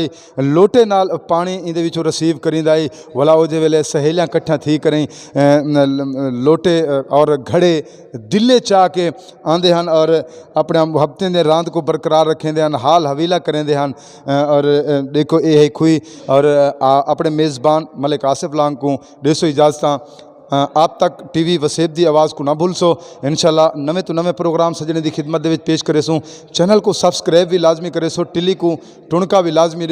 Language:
Saraiki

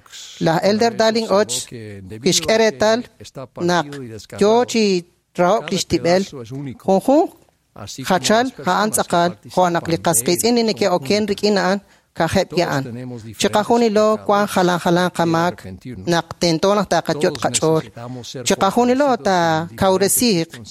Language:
Kekchí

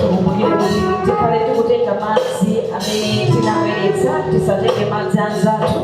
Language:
Nyanja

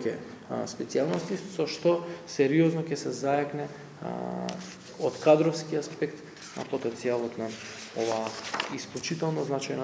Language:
Macedonian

